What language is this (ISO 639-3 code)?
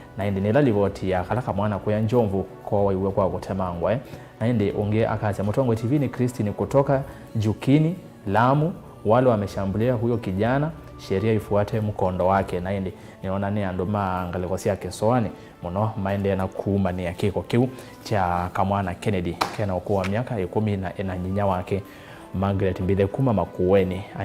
kam